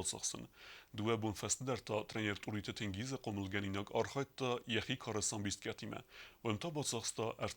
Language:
Ossetic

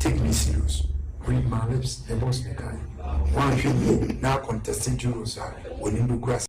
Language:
Akan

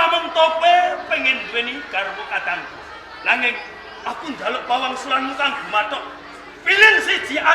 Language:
Javanese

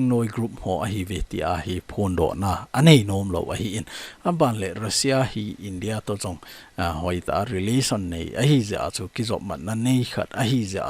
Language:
Thado Chin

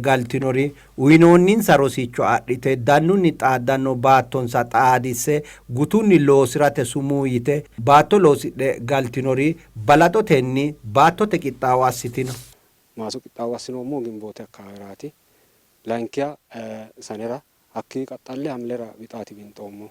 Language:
Sidamo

